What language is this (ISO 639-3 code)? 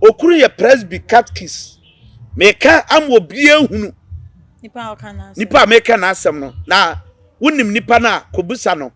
aka